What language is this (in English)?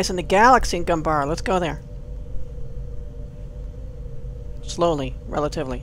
English